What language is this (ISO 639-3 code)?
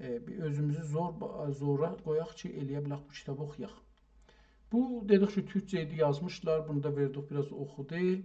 azb